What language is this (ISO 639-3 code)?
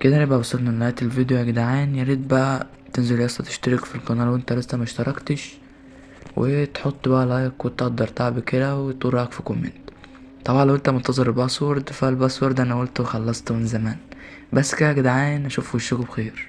arz